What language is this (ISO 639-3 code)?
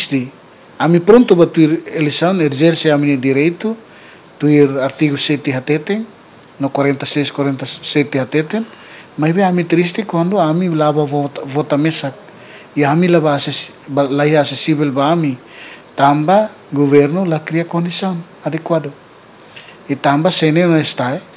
tet